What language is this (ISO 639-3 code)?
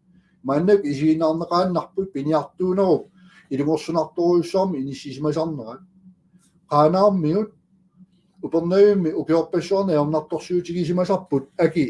kal